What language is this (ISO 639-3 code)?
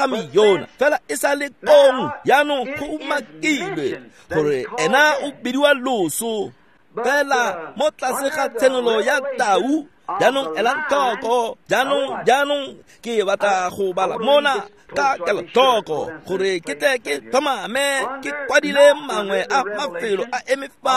tsn